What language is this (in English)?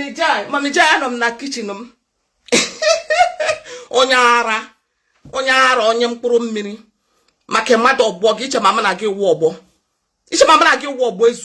Igbo